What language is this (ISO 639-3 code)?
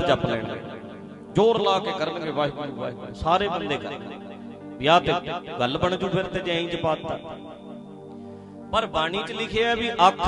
pan